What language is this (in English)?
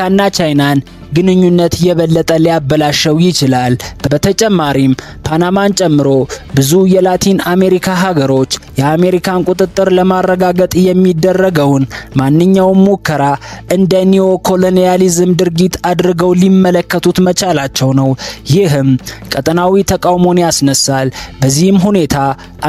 Amharic